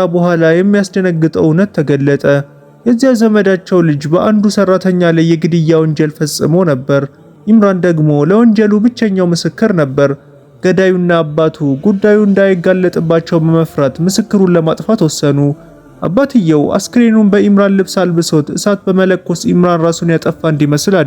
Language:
Amharic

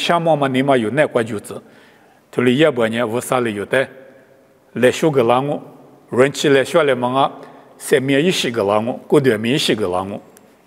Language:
Lisu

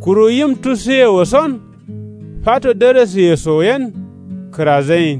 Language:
Kanuri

